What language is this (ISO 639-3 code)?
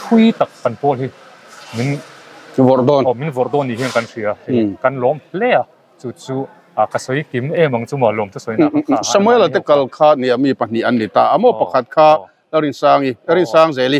lus